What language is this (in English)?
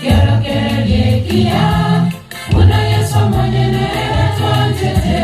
Gusii